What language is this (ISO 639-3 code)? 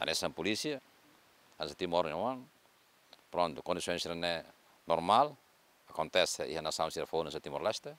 tet